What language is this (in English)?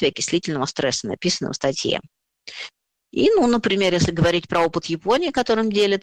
Russian